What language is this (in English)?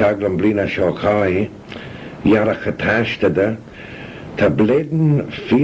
Manx